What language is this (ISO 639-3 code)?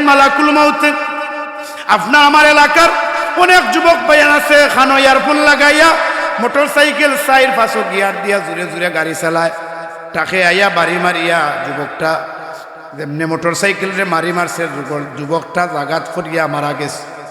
syl